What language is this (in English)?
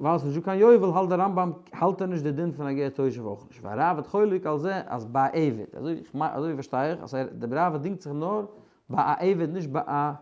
Yiddish